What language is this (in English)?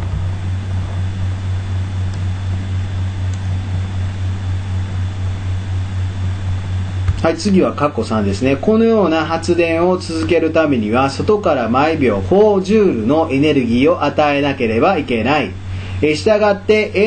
Japanese